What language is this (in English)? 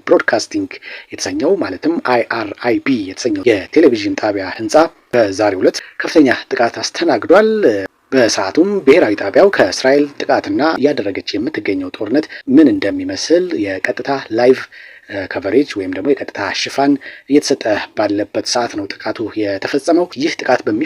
Amharic